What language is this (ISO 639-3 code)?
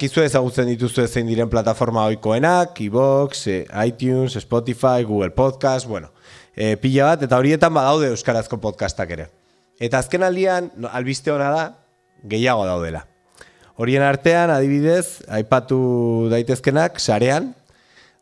eus